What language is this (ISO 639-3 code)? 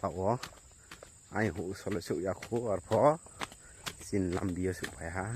ria